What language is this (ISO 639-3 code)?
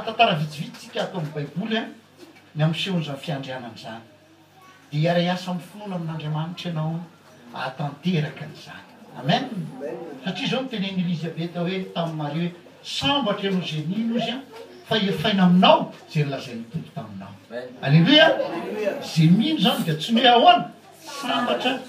mlg